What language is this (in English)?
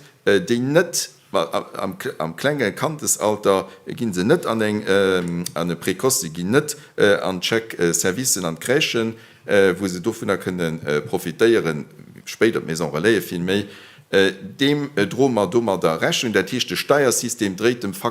Luxembourgish